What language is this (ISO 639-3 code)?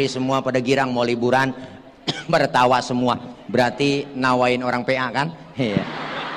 bew